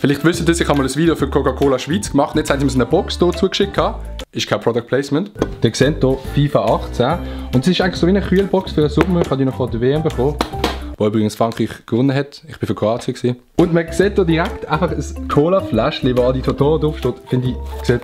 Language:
Swiss German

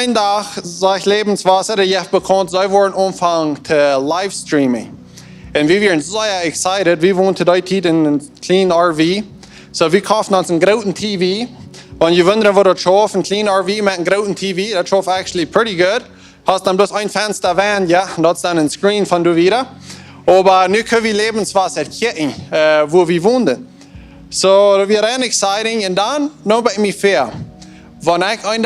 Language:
Plautdietsch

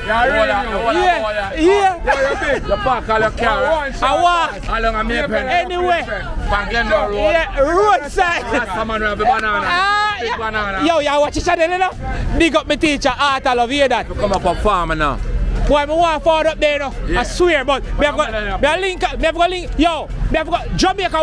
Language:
Jamaican Creole English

